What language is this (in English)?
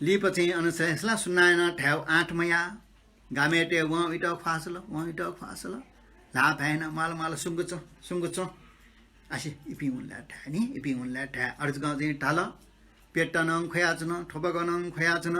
Newari